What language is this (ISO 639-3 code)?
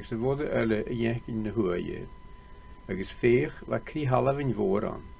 gla